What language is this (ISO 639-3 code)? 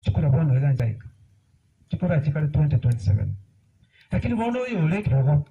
guz